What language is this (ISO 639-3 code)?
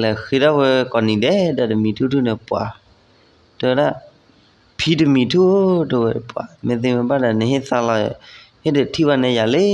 ksw